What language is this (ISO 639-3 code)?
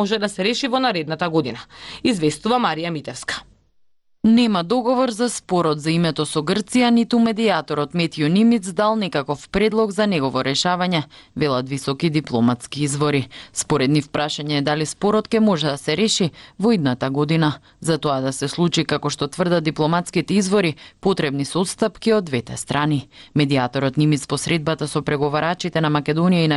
mkd